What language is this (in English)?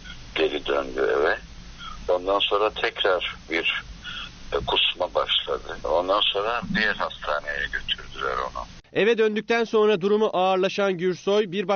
Turkish